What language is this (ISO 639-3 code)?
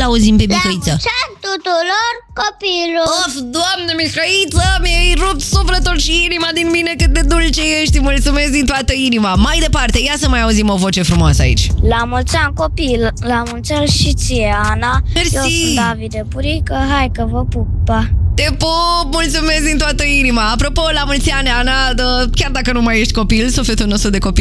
ron